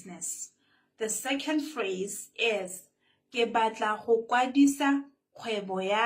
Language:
Tswana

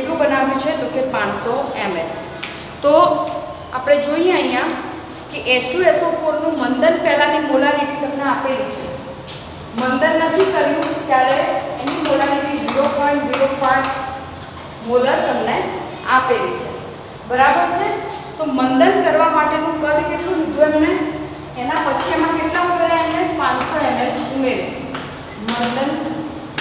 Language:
Gujarati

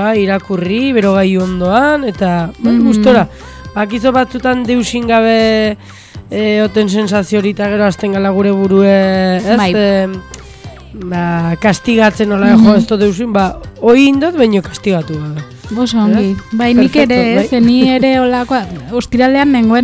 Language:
Basque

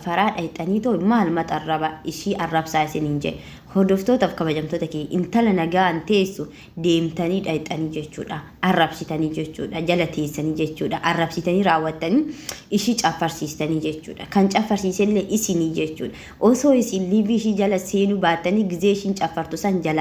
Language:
Oromo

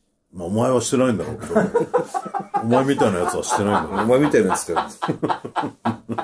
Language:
Japanese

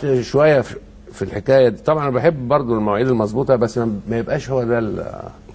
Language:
Egyptian Arabic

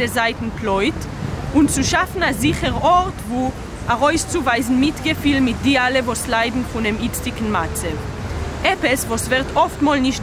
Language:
Yiddish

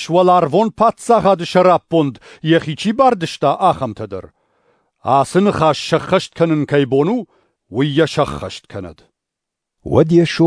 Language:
Ossetic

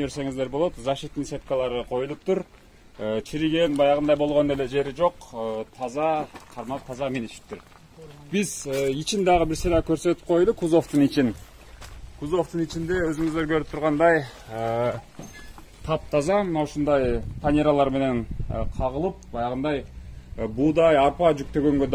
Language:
Kyrgyz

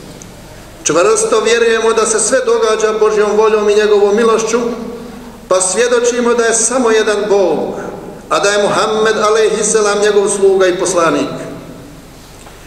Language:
Bosnian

